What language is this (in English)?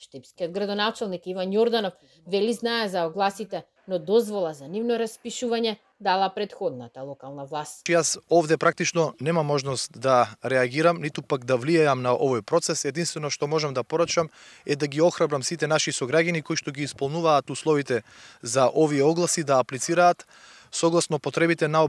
Macedonian